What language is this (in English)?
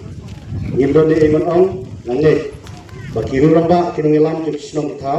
Khasi